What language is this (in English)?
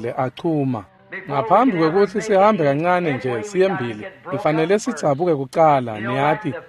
Swati